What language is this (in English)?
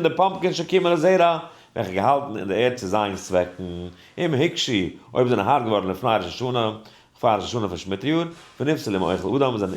Yiddish